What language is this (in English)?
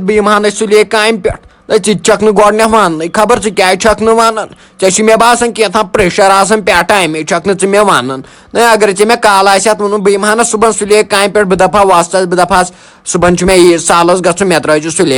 Kashmiri